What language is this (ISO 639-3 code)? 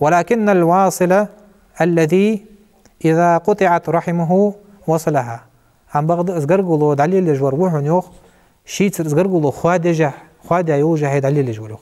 inh